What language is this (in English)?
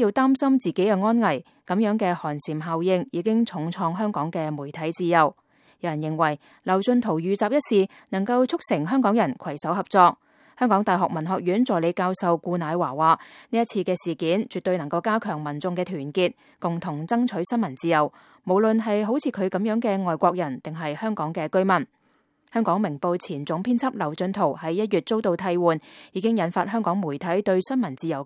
Cantonese